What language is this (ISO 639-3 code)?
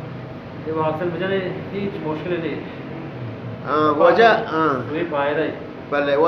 bal